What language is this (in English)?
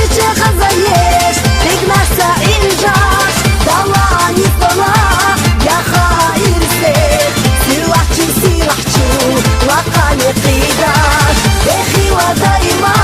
Chechen